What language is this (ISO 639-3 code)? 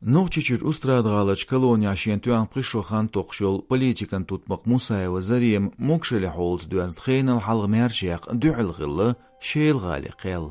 che